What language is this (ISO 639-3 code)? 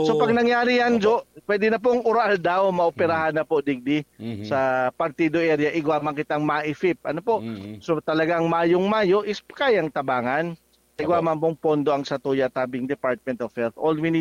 bik